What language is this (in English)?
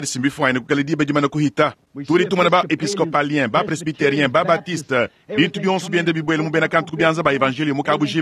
Luba-Lulua